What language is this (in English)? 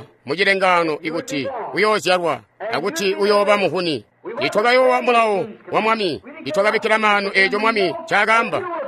Tonga (Zambia)